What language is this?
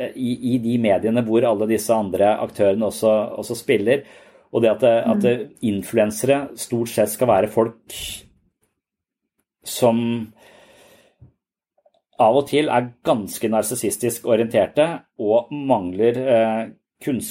Norwegian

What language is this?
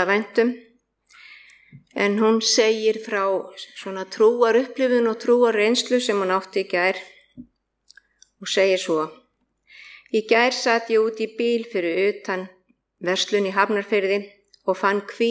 Icelandic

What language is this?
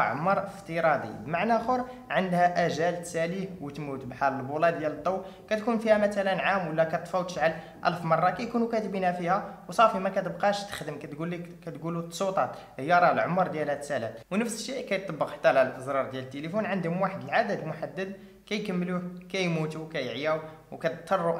Moroccan Arabic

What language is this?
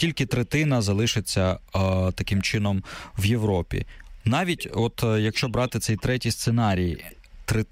Ukrainian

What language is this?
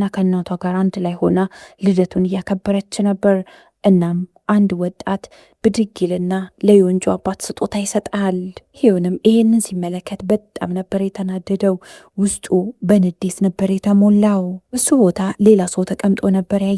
Amharic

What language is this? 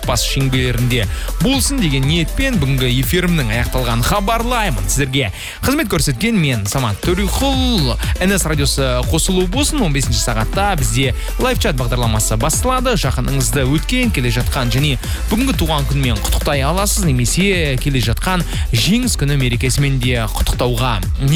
Kazakh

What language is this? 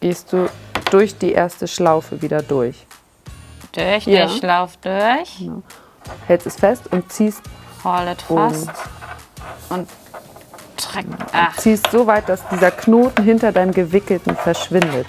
Low German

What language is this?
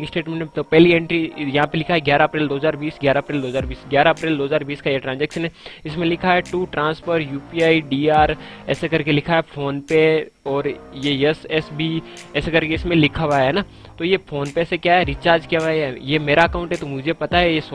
Hindi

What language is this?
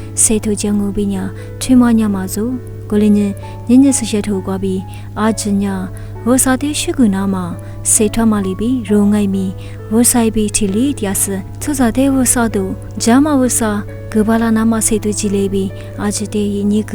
Lisu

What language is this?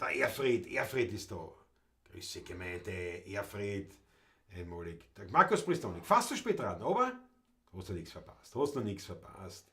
Bavarian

